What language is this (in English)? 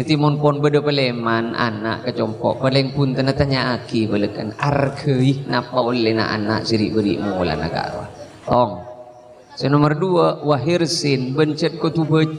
Madurese